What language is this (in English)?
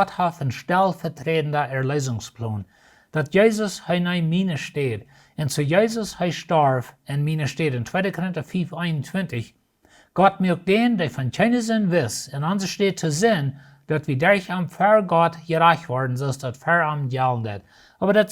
Plautdietsch